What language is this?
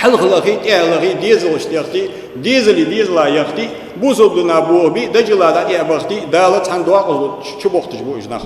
Ingush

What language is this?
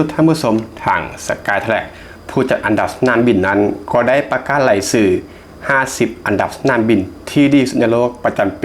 Lao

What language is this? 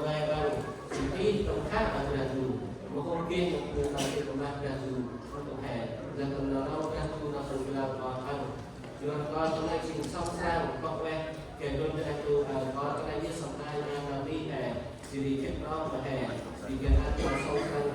Central Mnong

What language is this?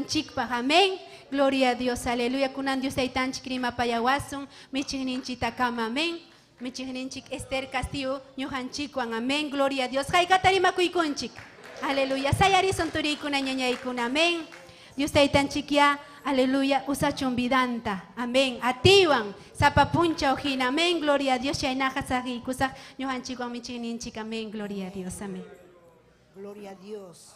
Ayacucho Quechua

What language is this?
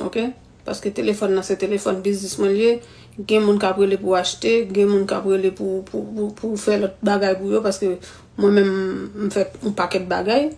Haitian Creole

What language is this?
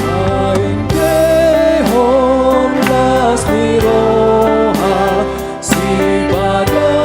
Batak Toba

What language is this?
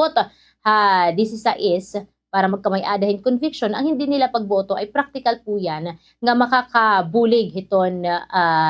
Waray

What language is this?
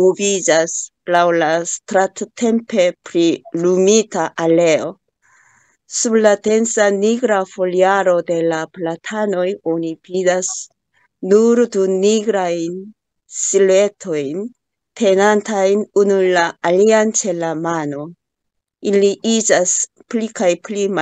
Esperanto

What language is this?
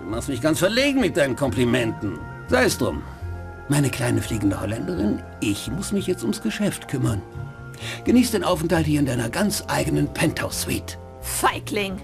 Bavarian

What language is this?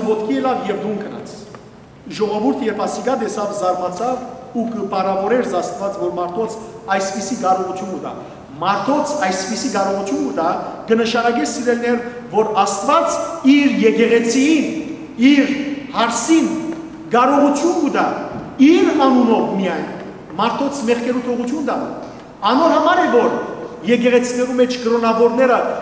Western Armenian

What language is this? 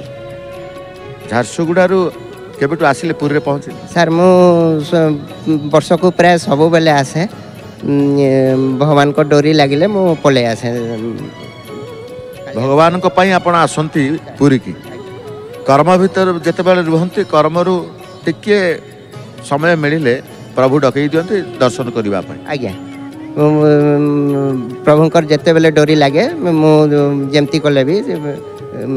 Odia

